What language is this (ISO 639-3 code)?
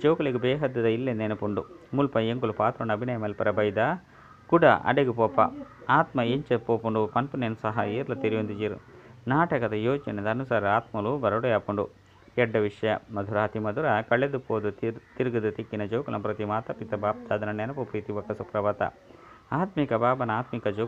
tcy